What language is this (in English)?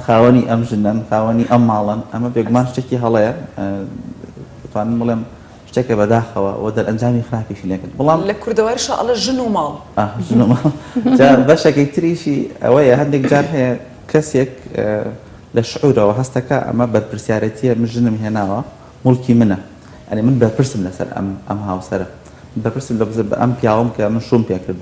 Central Kurdish